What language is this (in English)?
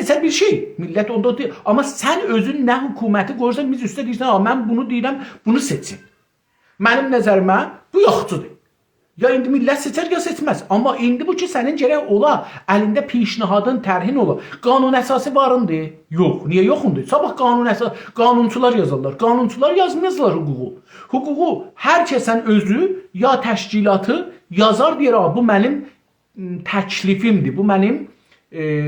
South Azerbaijani